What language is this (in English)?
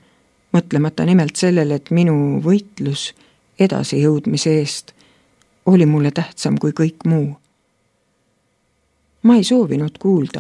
Estonian